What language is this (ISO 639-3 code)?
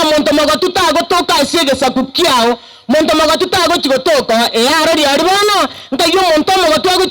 guz